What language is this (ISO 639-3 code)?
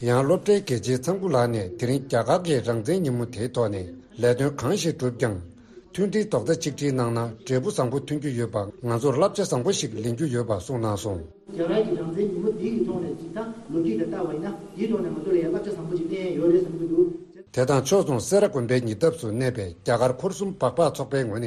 bod